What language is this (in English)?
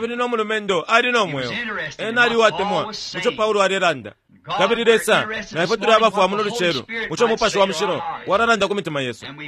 Bemba